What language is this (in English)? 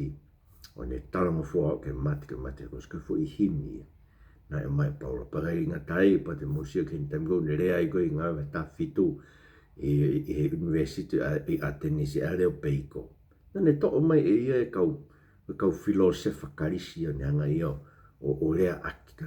Tongan